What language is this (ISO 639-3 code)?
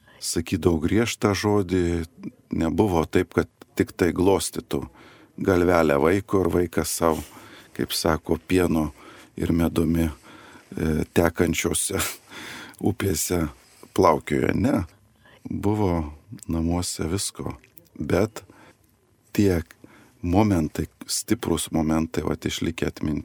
lit